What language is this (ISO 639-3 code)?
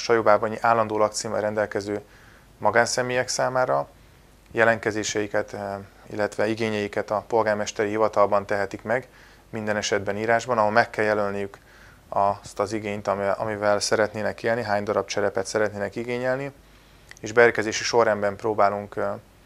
hun